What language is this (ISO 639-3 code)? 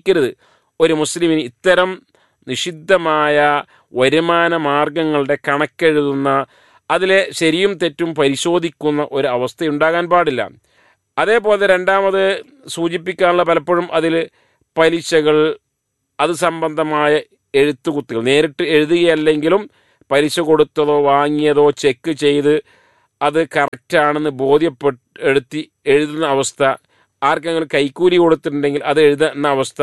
mal